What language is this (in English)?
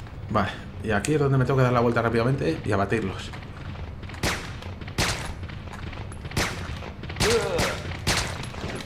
Spanish